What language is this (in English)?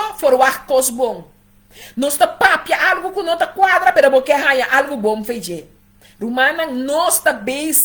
Papiamento